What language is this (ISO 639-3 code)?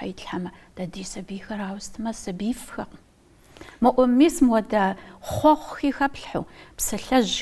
kbd